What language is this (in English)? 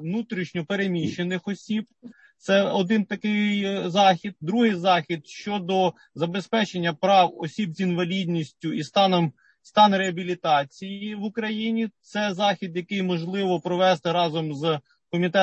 Ukrainian